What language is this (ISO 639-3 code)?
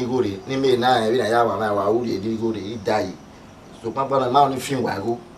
bin